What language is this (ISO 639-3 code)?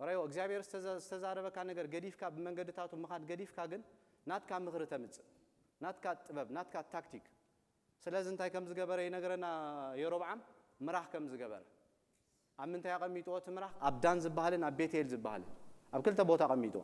tir